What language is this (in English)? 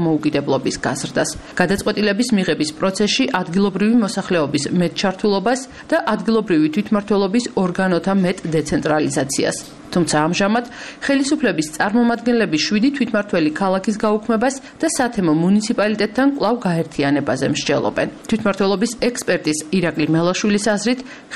Georgian